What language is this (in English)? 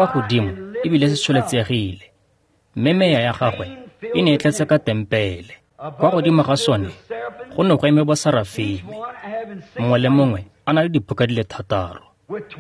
Tswana